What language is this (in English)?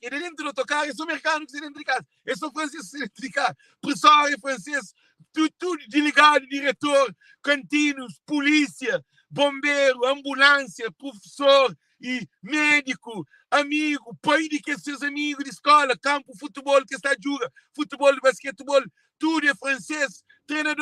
Kabuverdianu